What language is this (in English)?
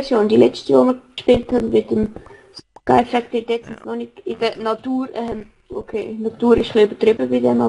Swiss German